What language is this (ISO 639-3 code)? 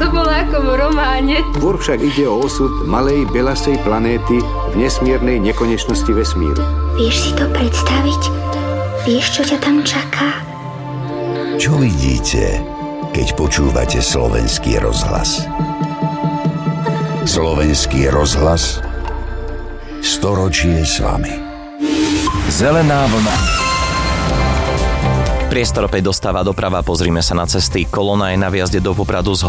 slk